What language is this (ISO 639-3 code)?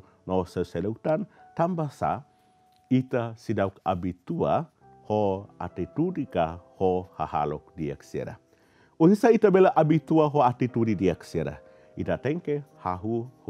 tet